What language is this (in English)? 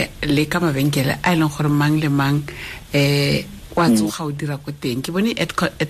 Tswana